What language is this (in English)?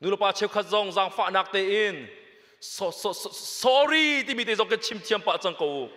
Hakha Chin